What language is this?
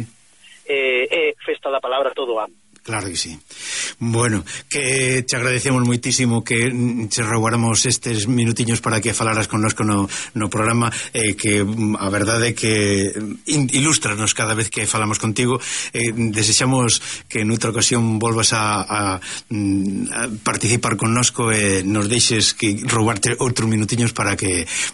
Galician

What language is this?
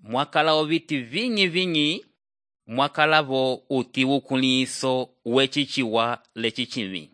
Umbundu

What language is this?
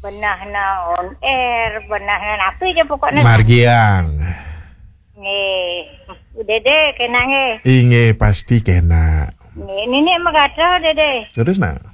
Balinese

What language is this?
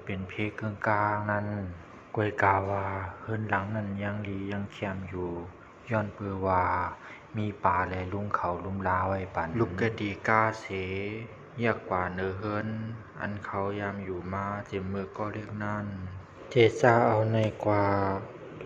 Shan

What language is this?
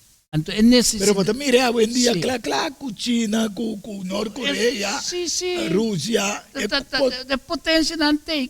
Papiamento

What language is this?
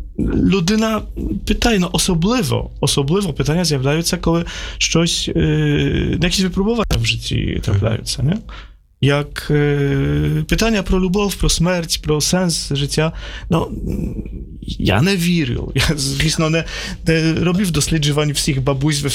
Ukrainian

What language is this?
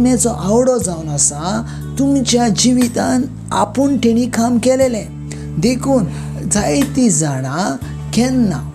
Konkani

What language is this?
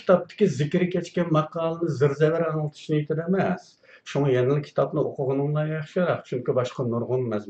Uyghur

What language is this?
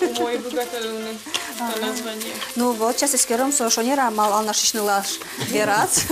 Udmurt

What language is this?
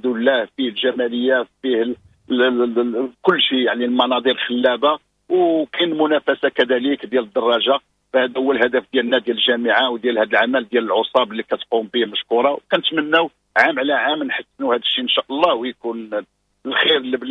Moroccan Arabic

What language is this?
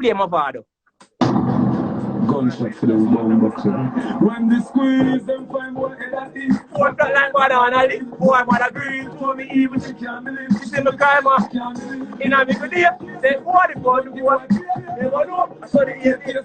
Jamaican Creole English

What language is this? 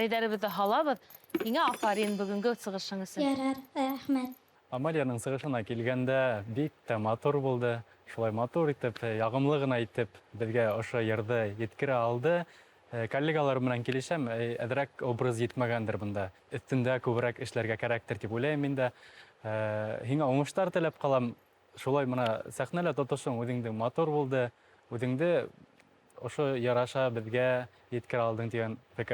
Bashkir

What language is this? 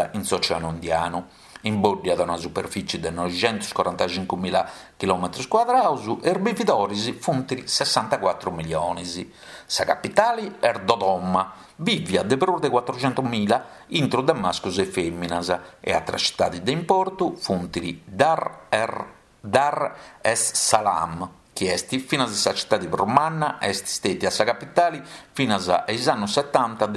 Sardinian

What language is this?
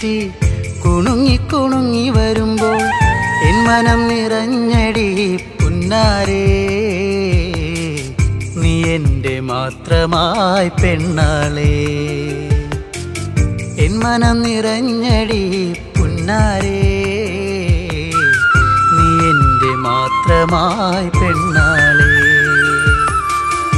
Malayalam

